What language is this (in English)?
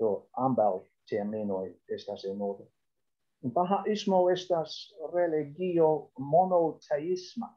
Esperanto